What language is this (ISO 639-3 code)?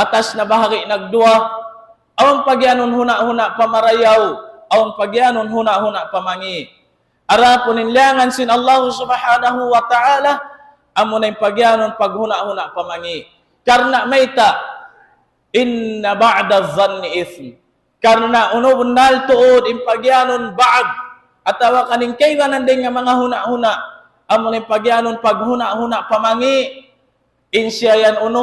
tsg